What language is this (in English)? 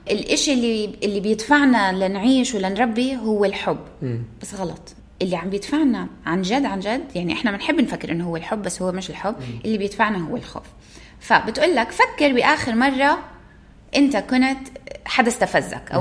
North Levantine Arabic